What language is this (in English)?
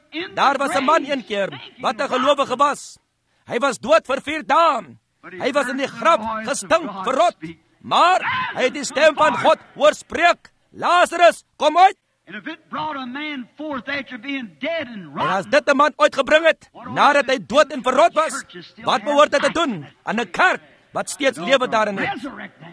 Afrikaans